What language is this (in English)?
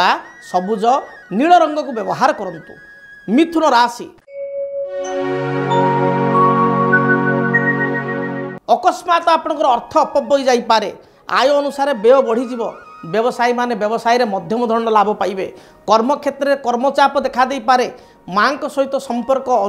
Odia